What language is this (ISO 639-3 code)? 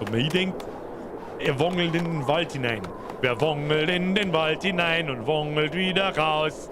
bar